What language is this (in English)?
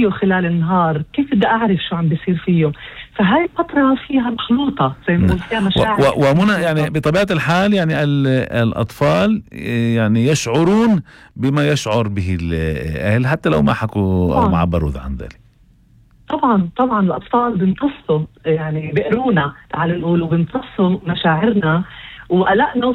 North Levantine Arabic